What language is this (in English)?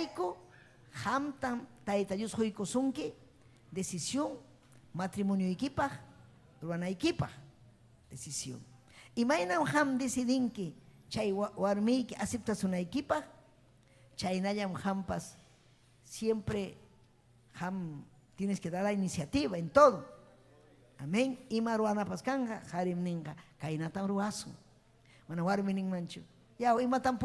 Ayacucho Quechua